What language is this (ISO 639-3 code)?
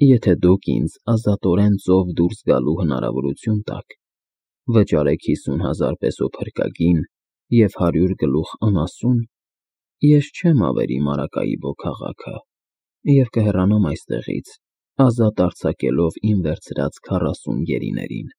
hye